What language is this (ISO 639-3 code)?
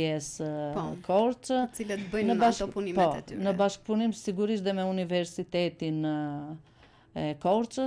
sqi